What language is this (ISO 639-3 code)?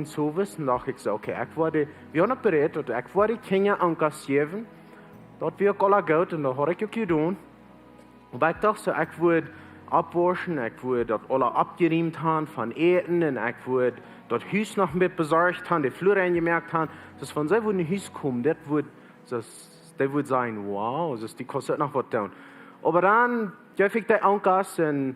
pdt